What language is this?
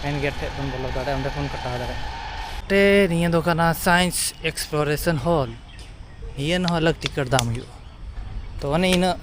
Santali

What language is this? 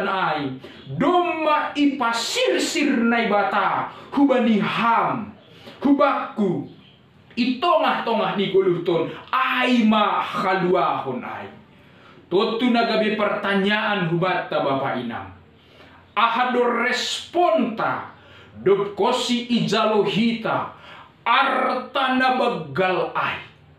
Batak Simalungun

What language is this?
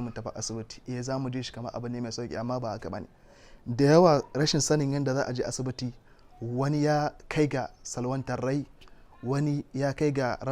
Hausa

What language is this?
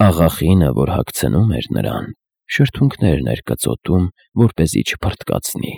Armenian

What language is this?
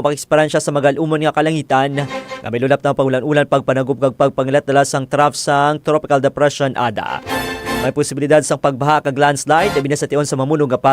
Hiligaynon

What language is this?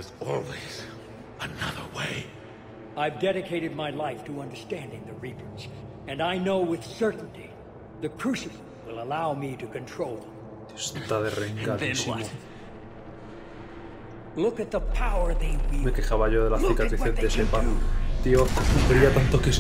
Spanish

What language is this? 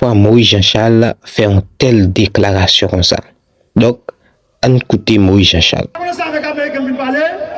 Haitian Creole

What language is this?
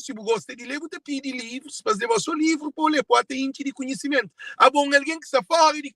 Kabuverdianu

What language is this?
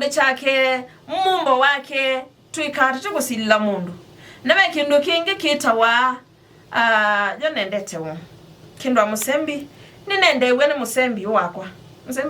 Kamba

